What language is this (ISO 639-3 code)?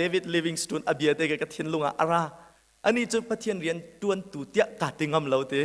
cnh